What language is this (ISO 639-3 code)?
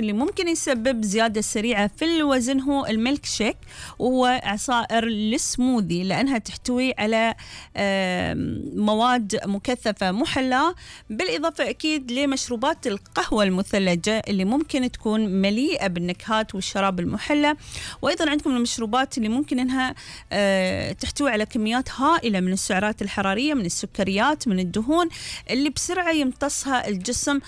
afb